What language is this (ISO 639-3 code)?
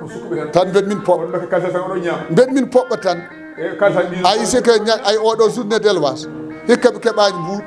ful